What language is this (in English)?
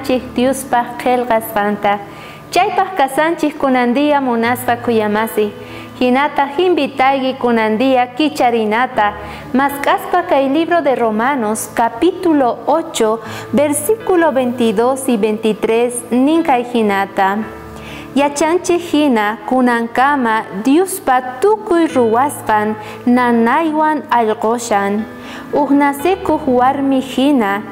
South Bolivian Quechua